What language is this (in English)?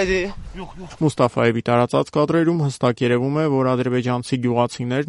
Armenian